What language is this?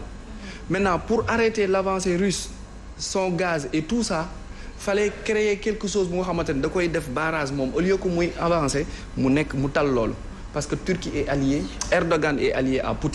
Wolof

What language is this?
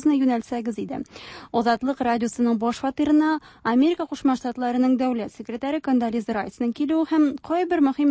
Tatar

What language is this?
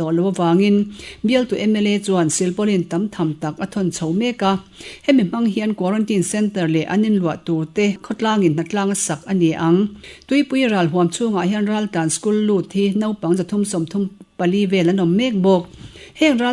Mizo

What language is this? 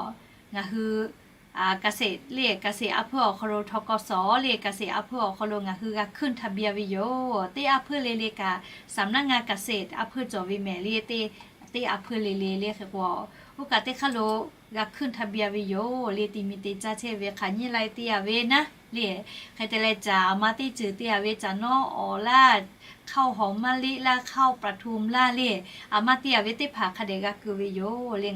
Lahu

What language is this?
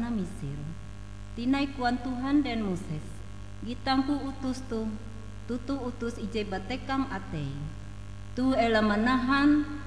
Ngaju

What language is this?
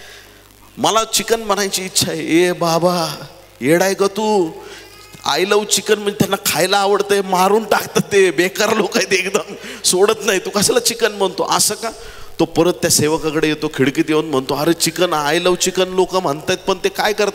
Marathi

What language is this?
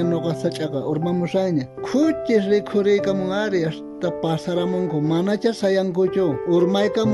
South Bolivian Quechua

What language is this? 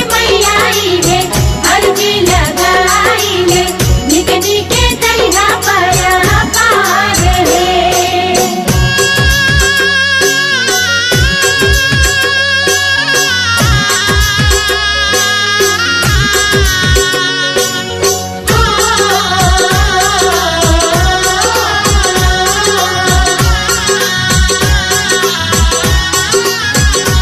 Bhojpuri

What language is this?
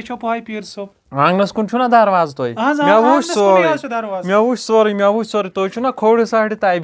Kashmiri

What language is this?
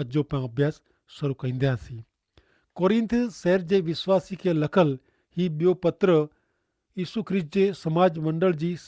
Kachhi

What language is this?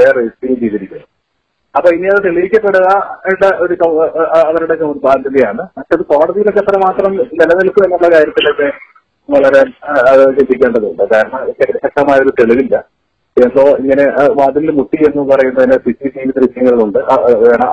Malayalam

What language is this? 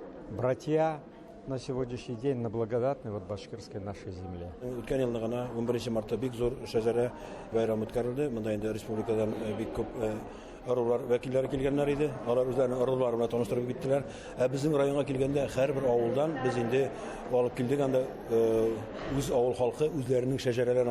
Bashkir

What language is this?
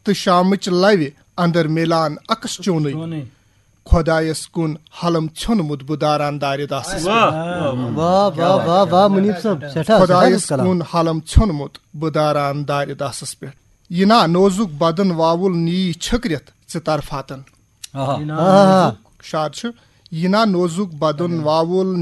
Kashmiri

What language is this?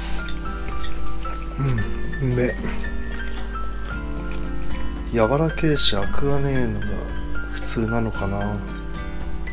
Japanese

